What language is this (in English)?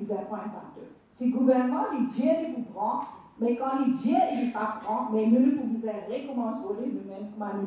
Morisyen